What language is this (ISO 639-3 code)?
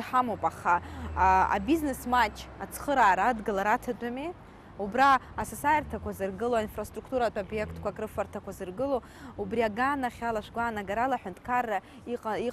abk